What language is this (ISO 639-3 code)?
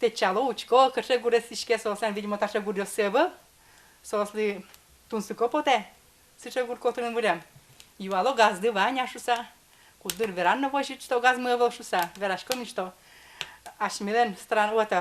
udm